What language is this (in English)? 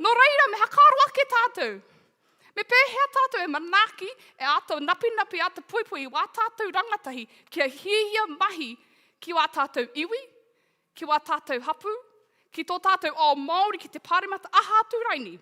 Māori